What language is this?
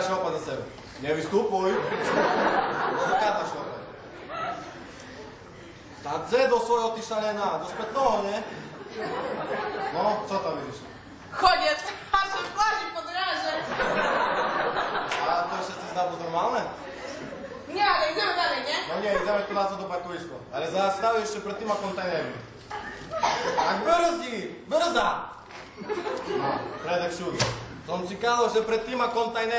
Slovak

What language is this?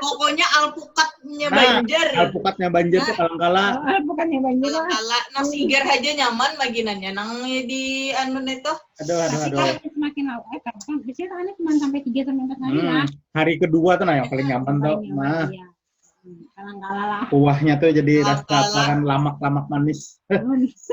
Banjar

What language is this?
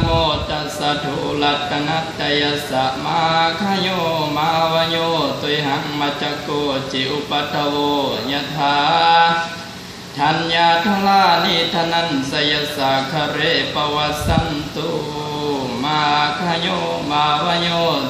Pali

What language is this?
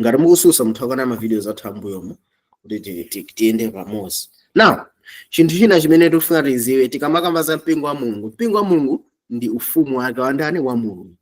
Nyanja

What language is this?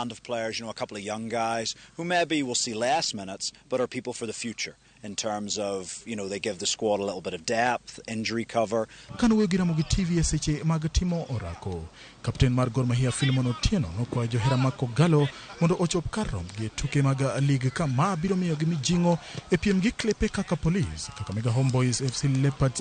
Luo (Kenya and Tanzania)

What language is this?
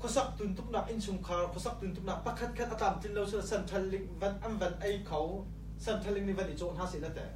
Hakha Chin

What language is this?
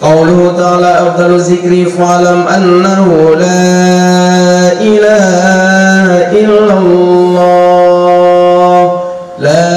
Achinese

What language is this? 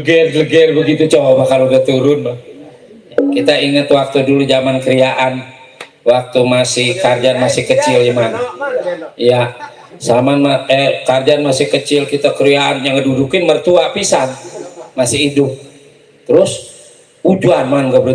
Betawi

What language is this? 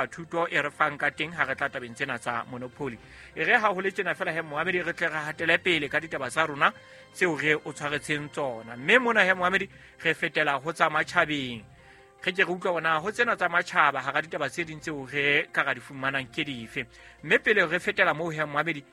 Southern Sotho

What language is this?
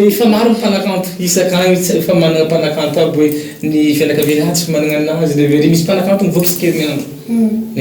Malagasy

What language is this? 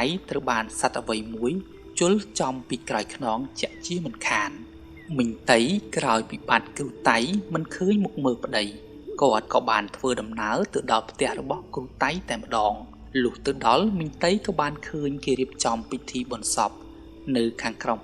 Khmer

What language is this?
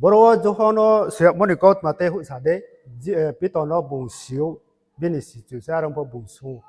Riang (India)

